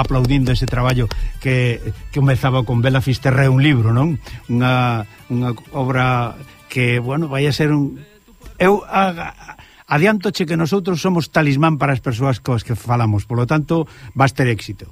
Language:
Galician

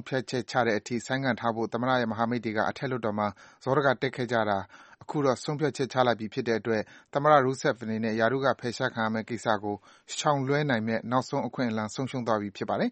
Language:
Burmese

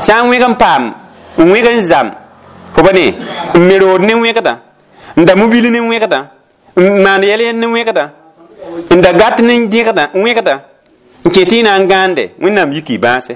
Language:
Mossi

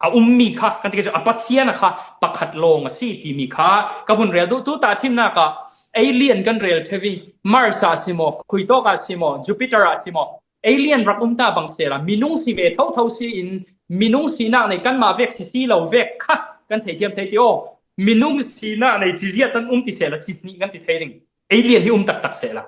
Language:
Falam Chin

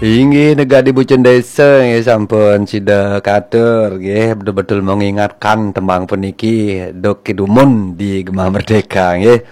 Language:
Balinese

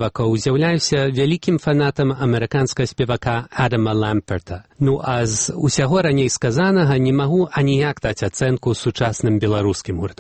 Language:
Belarusian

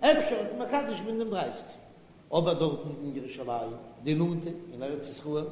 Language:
Yiddish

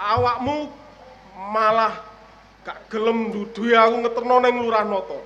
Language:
Javanese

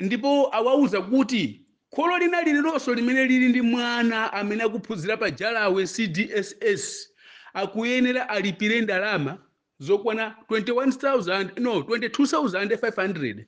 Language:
Nyanja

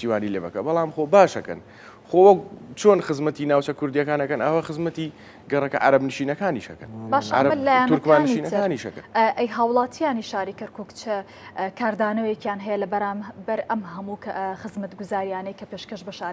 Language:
Central Kurdish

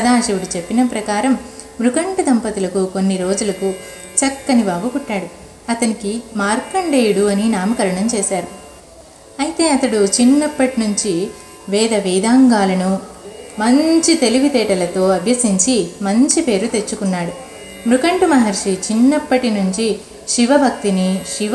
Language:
Telugu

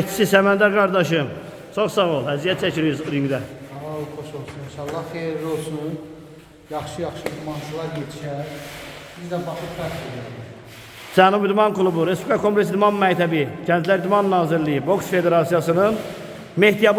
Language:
Azerbaijani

